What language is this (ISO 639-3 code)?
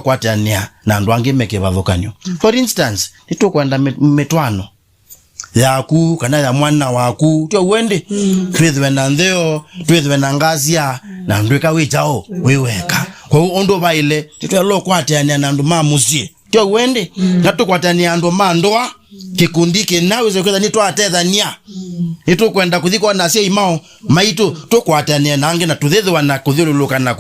kam